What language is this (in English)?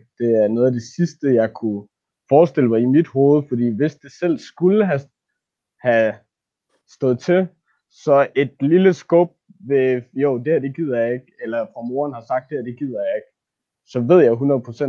Danish